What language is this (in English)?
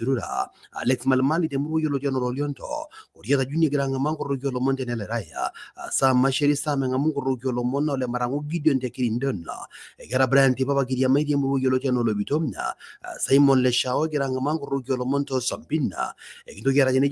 Masai